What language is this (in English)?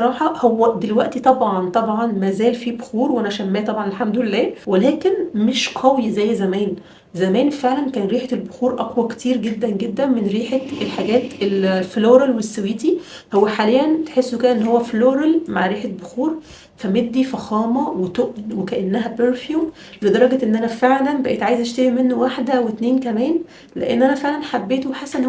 Egyptian Arabic